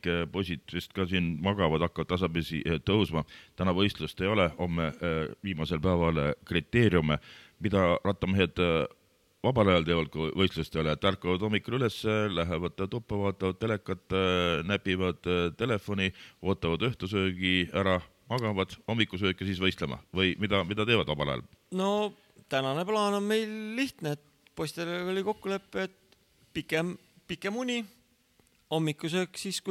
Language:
Estonian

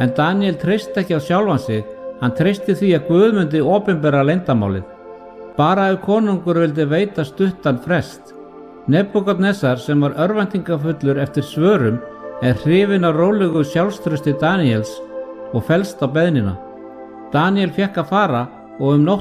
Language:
Icelandic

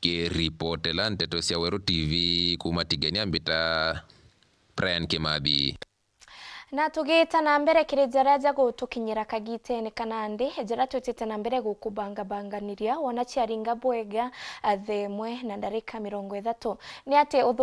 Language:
Meru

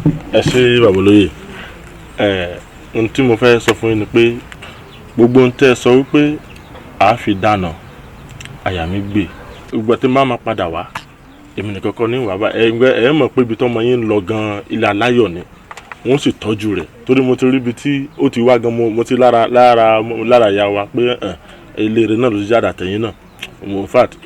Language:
Yoruba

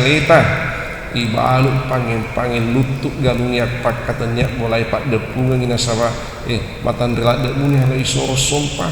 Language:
Buginese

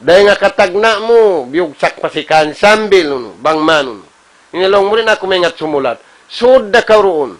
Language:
Tausug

